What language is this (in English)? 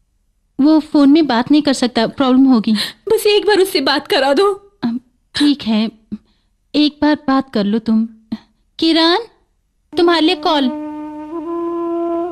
Hindi